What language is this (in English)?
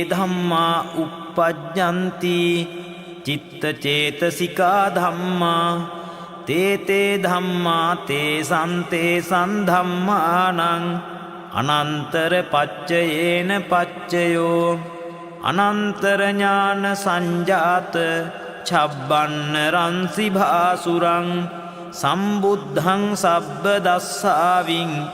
Pali